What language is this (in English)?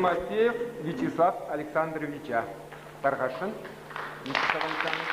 Chuvash